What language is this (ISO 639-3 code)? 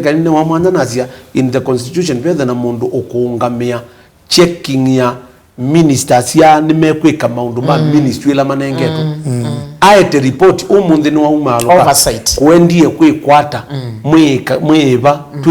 kam